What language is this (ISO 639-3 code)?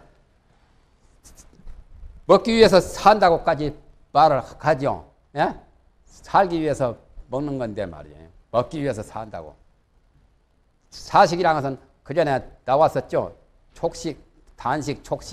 kor